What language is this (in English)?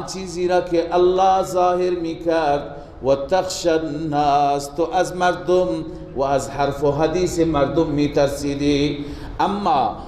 Persian